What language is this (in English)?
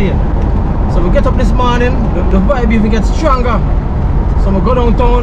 Jamaican Creole English